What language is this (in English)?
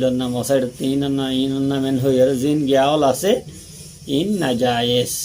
Rohingya